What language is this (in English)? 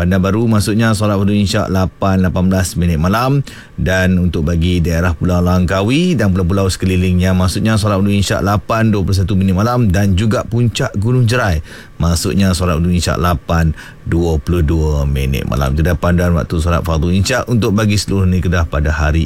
Malay